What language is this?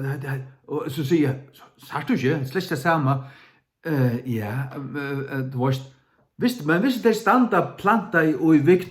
Faroese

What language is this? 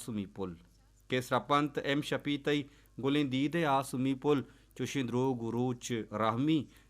Baluchi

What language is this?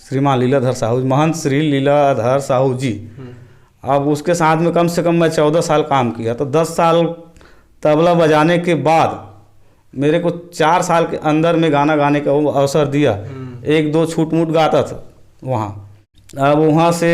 Chhattisgarhi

